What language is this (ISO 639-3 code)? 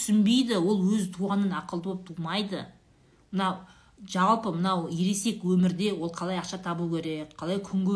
kaz